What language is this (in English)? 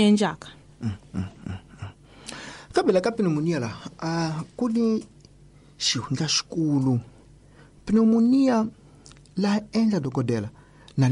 Tsonga